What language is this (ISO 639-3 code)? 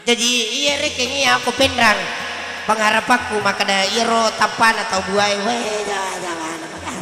bug